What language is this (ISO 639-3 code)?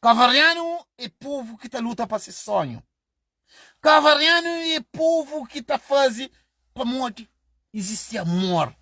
kea